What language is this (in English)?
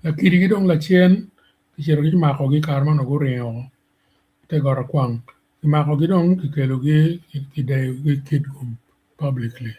Acoli